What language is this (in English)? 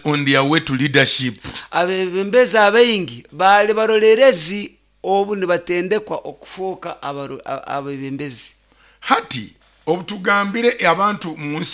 Nyoro